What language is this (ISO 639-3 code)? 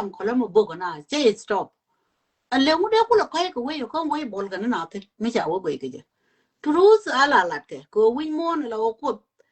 nus